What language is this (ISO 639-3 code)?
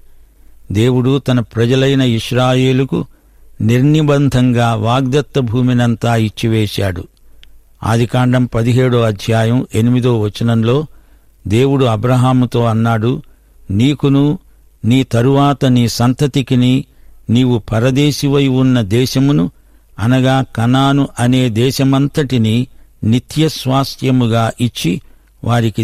tel